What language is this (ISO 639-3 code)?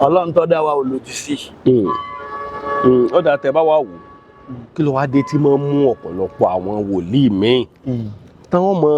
yor